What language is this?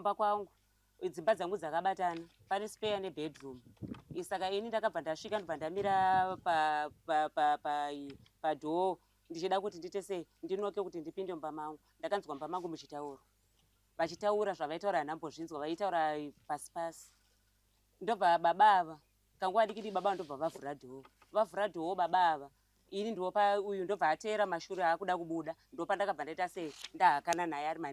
Shona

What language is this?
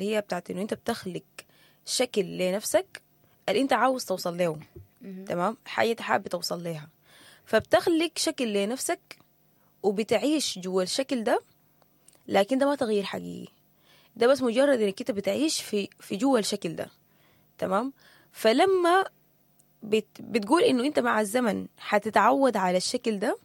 Sudanese Arabic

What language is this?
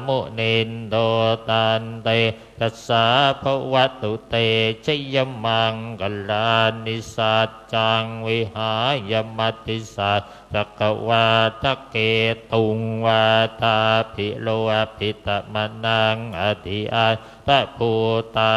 Pali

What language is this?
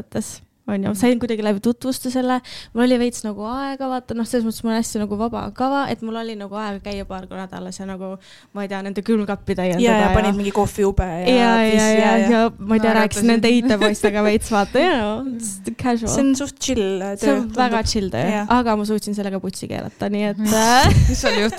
Estonian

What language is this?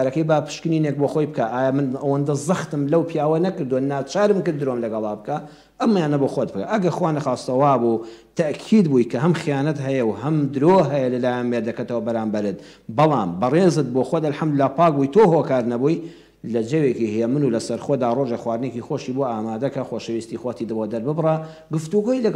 Central Kurdish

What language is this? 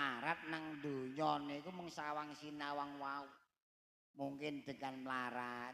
Javanese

